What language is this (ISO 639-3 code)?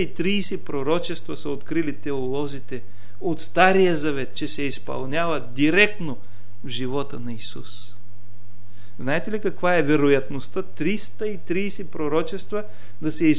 bul